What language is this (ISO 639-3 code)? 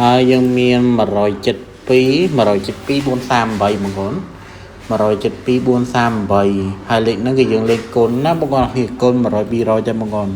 khm